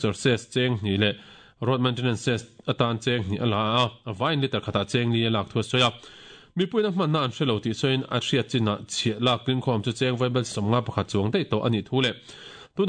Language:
Mizo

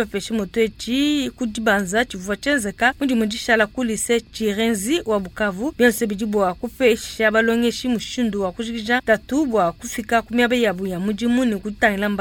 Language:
Luba-Lulua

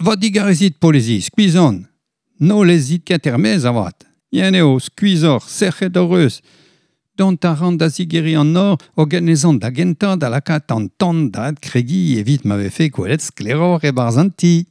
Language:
Breton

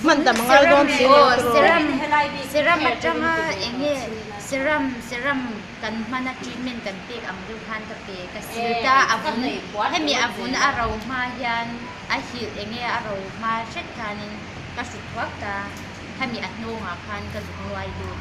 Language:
Mizo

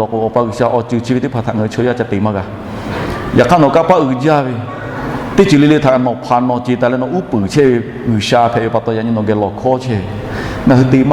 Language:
Lahu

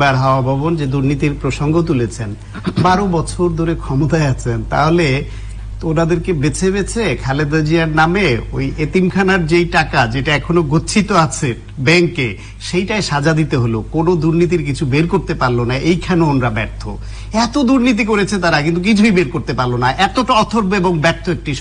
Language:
Bangla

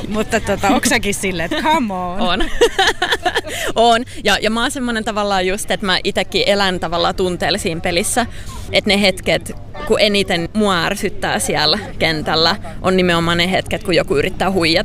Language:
Finnish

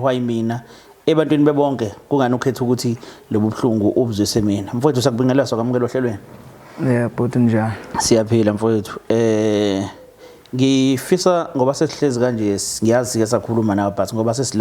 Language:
Zulu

